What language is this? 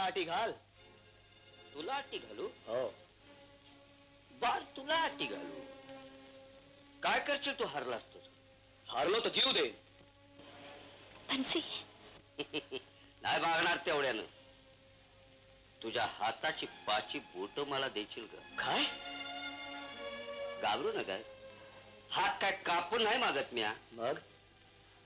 Marathi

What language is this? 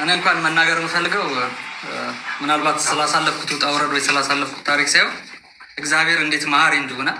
Amharic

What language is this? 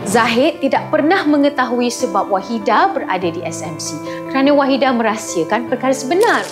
Malay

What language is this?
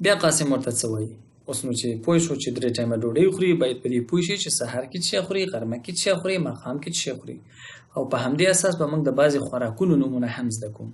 Pashto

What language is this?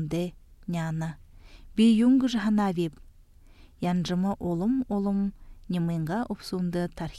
Buriat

